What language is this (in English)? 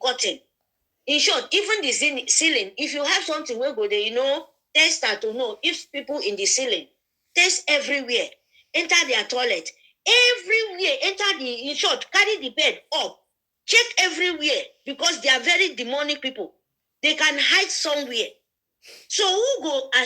Nigerian Pidgin